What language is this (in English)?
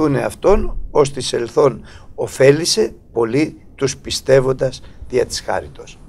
Greek